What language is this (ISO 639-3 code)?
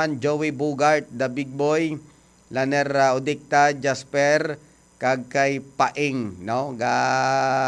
hil